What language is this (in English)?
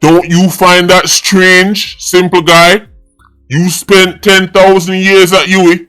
Jamaican Creole English